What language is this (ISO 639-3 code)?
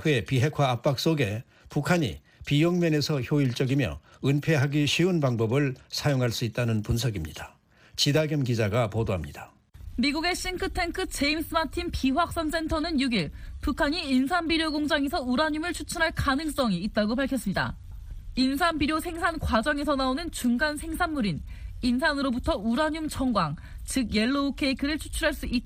kor